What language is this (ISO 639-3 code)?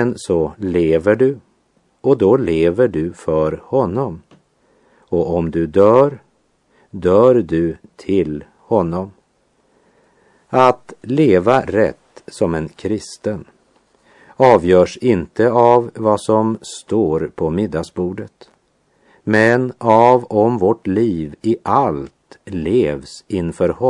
swe